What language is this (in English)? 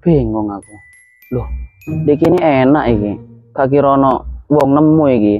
Madurese